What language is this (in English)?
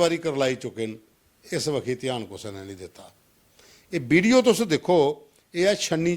Dogri